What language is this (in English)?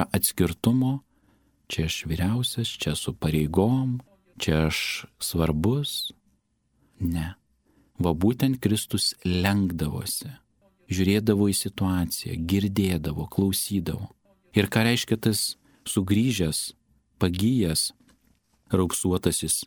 Lithuanian